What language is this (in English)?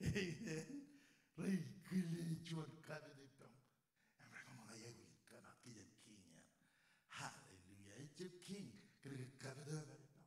Marshallese